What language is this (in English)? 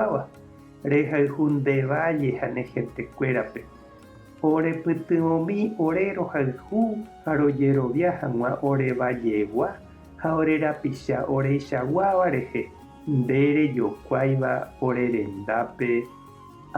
Guarani